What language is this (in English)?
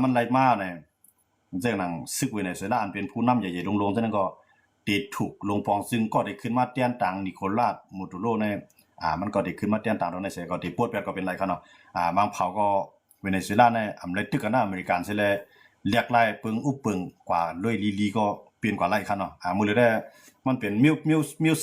Shan